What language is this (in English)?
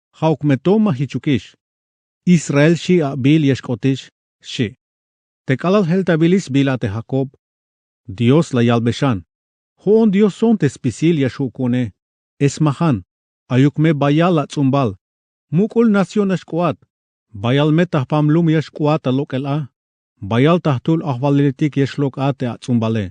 Tzeltal